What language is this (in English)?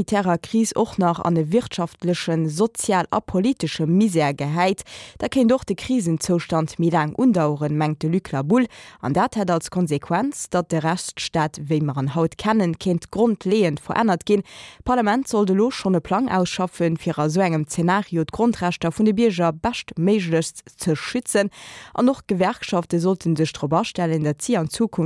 Luxembourgish